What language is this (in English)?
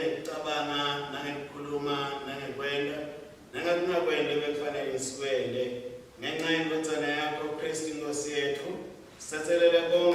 Swati